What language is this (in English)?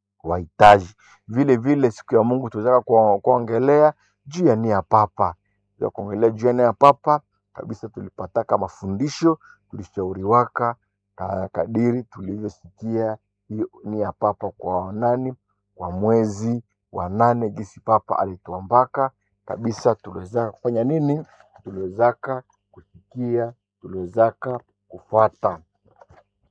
Swahili